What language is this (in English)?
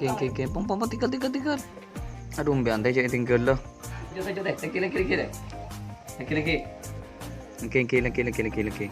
Madurese